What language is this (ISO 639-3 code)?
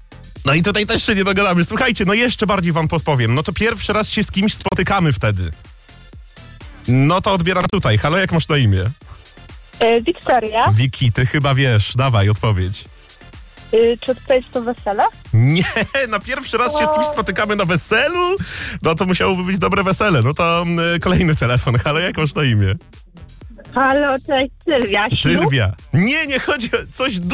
pol